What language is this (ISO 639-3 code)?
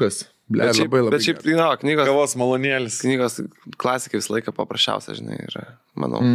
lit